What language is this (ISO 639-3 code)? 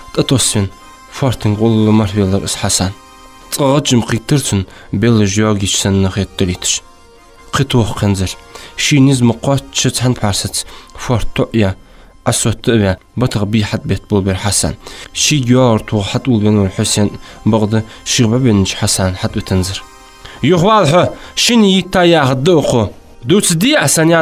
inh